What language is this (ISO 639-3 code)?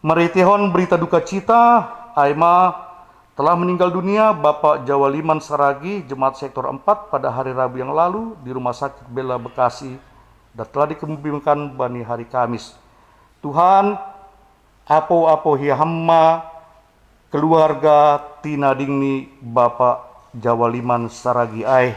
bts